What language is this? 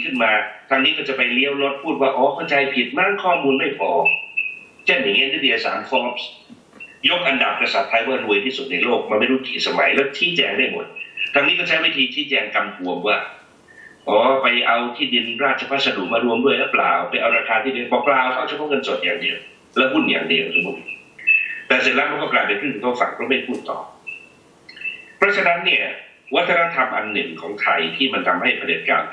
Thai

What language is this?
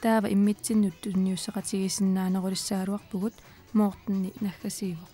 Kalaallisut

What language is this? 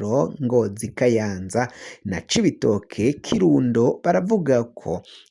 Rundi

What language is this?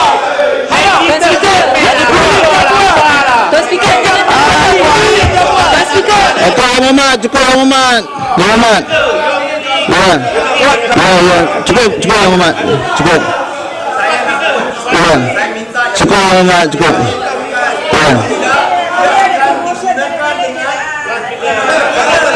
Malay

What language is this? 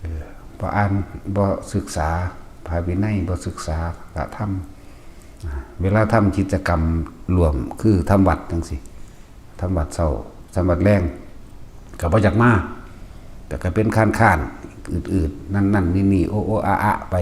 Northeastern Thai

